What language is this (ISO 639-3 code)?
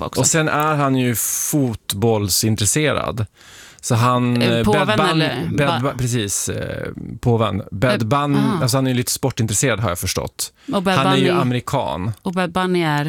swe